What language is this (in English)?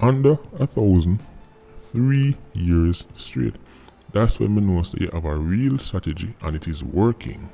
Jamaican Creole English